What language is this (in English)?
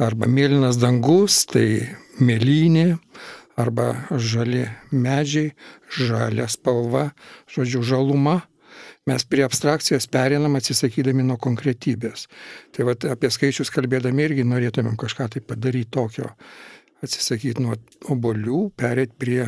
Lithuanian